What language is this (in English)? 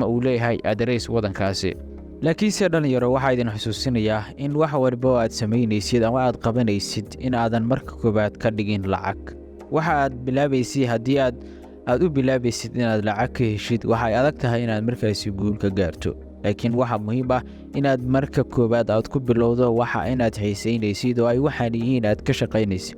Somali